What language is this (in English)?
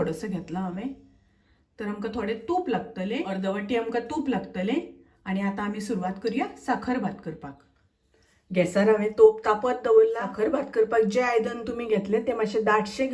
Konkani